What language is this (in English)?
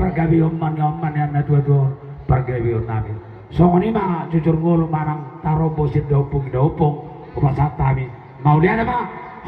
Batak Toba